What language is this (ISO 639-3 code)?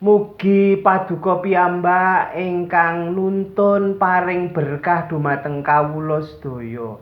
jav